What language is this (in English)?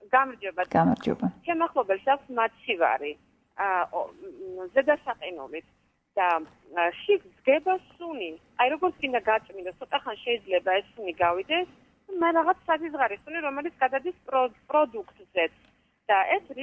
Georgian